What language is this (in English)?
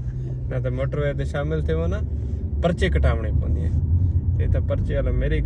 Saraiki